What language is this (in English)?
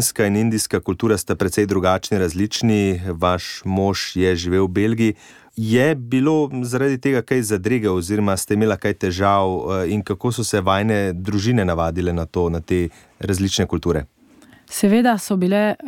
Slovenian